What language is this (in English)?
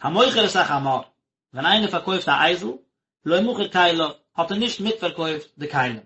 Yiddish